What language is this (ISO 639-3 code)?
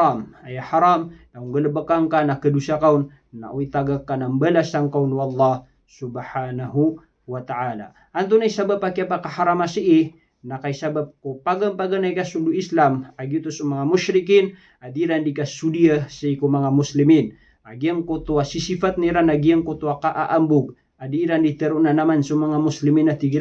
mrw